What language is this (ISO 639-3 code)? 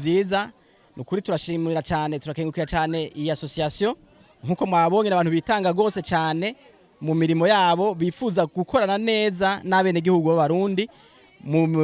run